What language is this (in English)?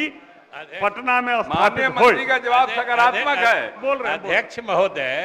Maithili